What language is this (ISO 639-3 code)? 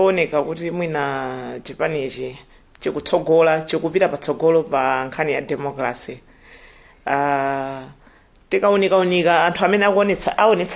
nya